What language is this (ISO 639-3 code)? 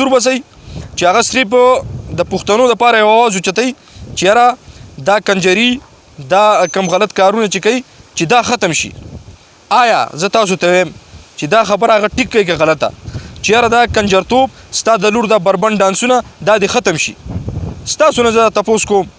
pus